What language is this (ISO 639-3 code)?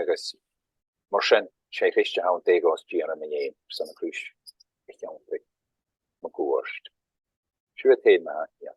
gla